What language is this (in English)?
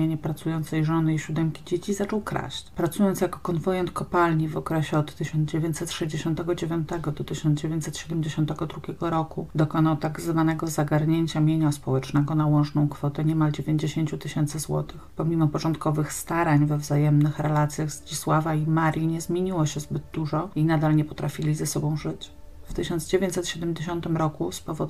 Polish